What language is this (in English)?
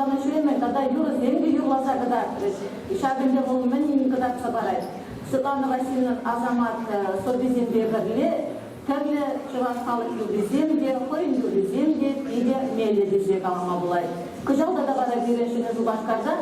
Chuvash